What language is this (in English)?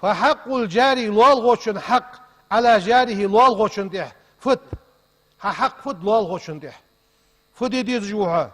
Ingush